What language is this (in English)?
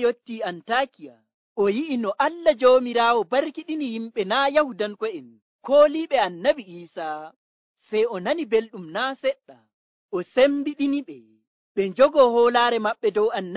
Nigerian Fulfulde